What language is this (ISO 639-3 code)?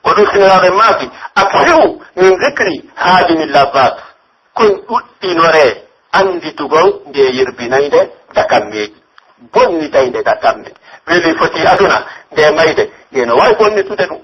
fuf